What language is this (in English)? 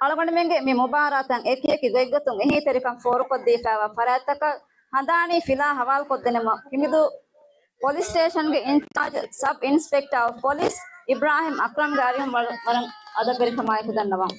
Divehi